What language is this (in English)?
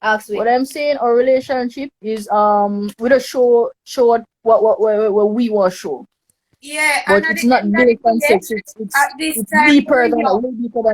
Jamaican Creole English